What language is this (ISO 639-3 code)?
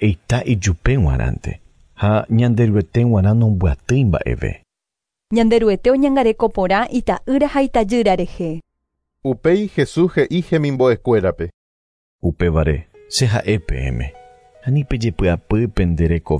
grn